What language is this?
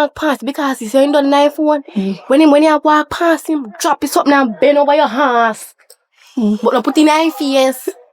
Jamaican Creole English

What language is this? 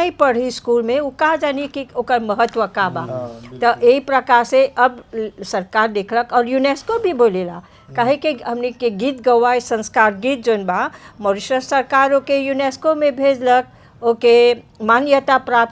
Bhojpuri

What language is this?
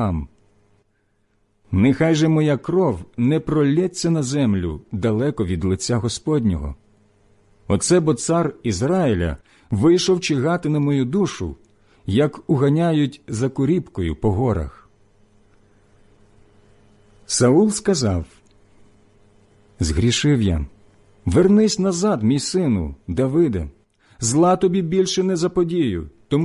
Ukrainian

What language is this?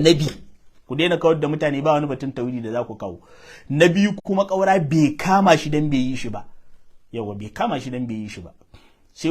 Hausa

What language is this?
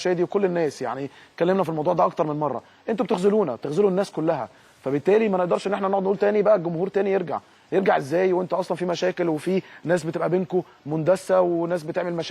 Egyptian Arabic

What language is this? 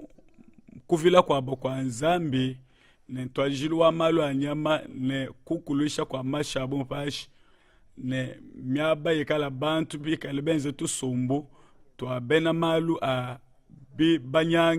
Luba-Lulua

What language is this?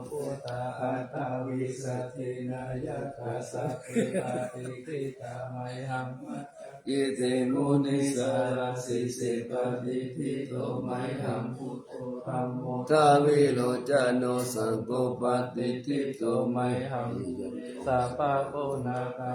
Pali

